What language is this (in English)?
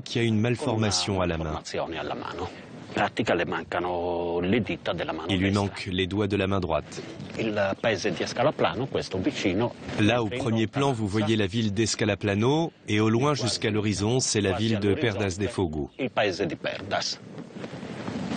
French